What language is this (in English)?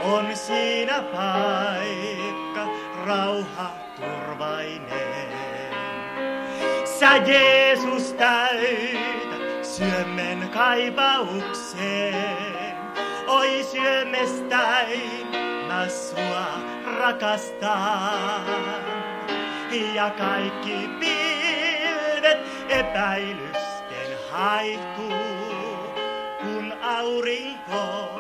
Finnish